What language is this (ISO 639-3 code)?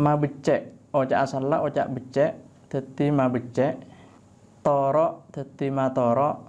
mad